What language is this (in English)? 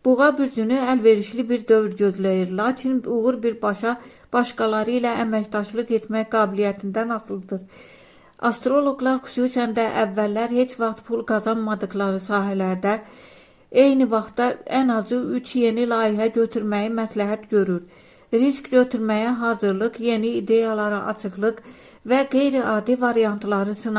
Azerbaijani